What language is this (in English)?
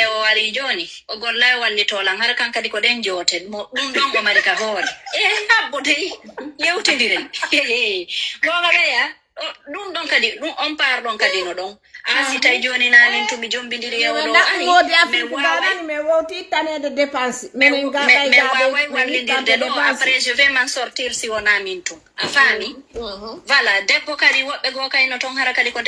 Fula